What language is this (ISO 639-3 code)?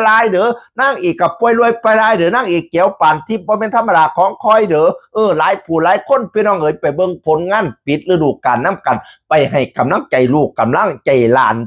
tts